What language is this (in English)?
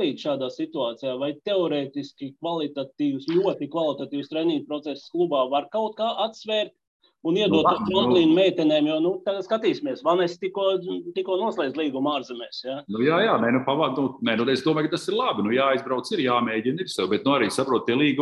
Latvian